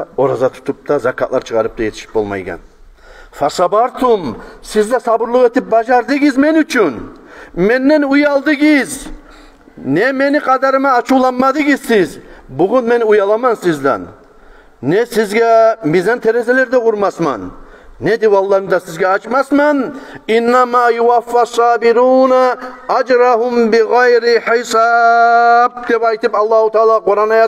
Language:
Kumyk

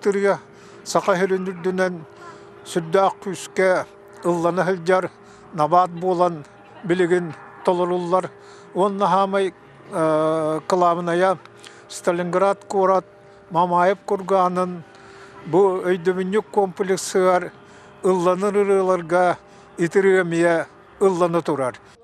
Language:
Yakut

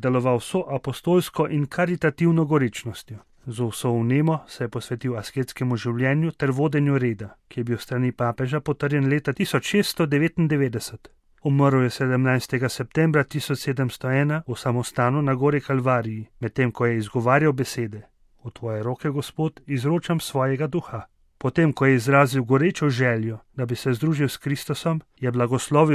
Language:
Slovenian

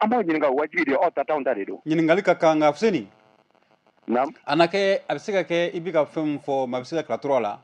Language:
Bambara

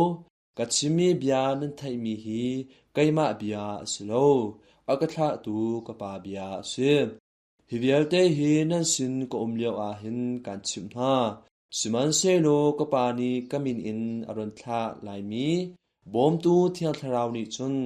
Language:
Hakha Chin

